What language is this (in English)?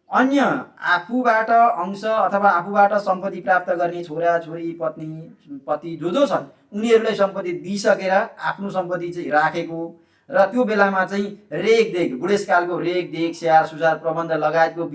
Nepali